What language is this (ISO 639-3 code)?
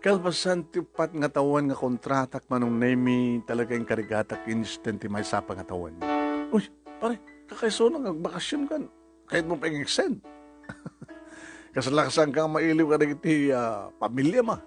ilo